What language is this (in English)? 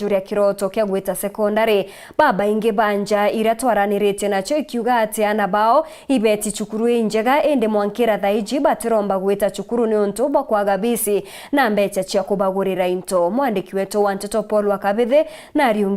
Meru